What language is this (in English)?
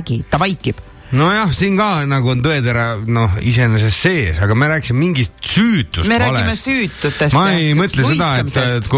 Estonian